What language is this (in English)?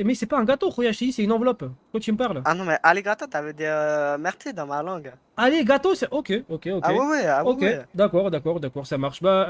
French